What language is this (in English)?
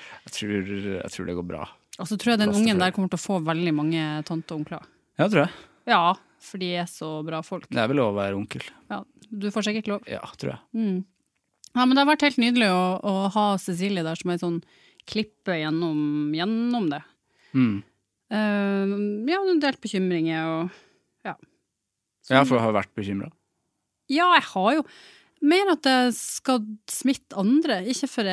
Norwegian